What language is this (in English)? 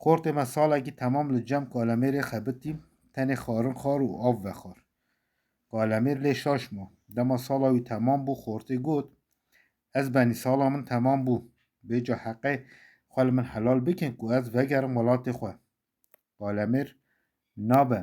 Kurdish